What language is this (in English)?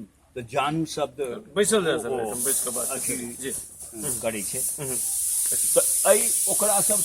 Maithili